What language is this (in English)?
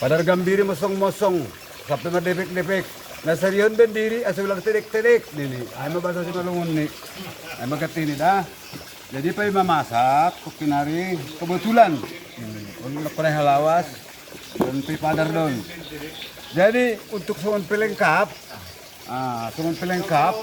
Batak Simalungun